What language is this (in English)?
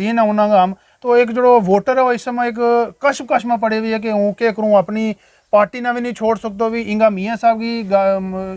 Gujari